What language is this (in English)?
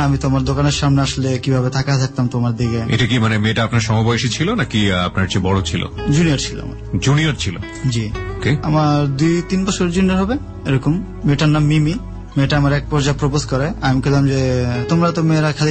Bangla